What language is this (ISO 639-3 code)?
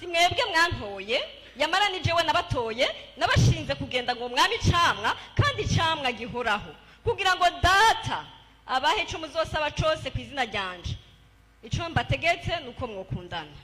run